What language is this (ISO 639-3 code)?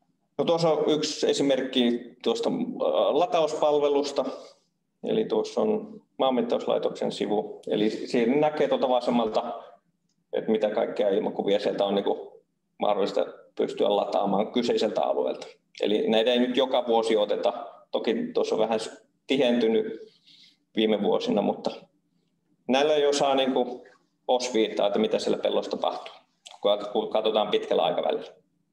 fin